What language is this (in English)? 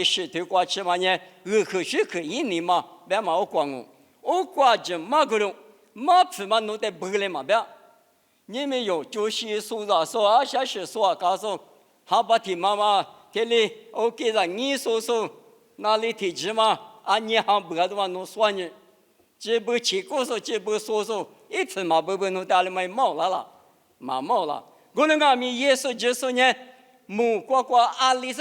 Lisu